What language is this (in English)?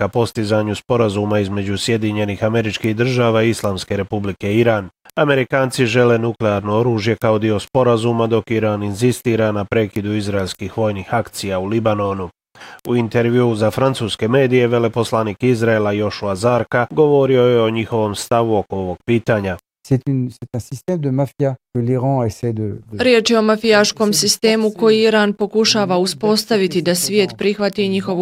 Bosnian